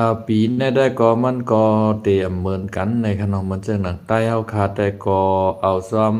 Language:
Shan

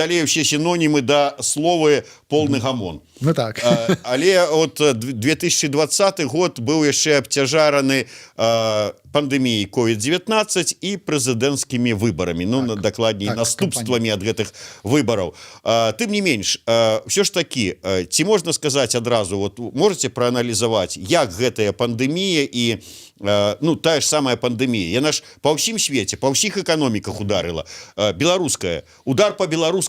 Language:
Belarusian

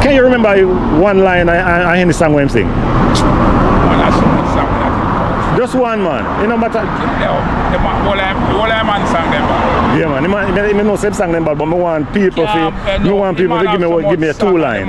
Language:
Jamaican Creole English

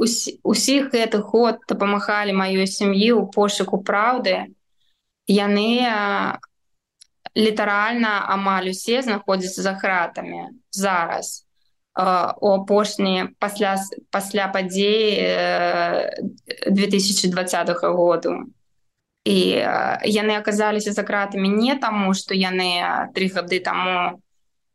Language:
Belarusian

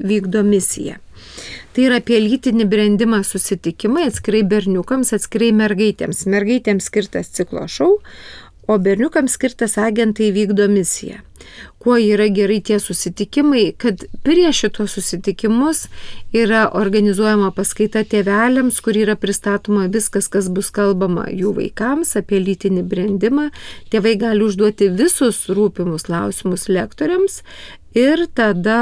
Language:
Lithuanian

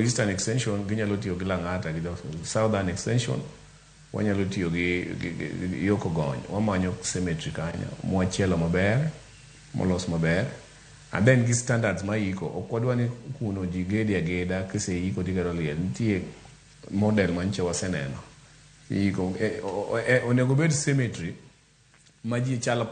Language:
Luo (Kenya and Tanzania)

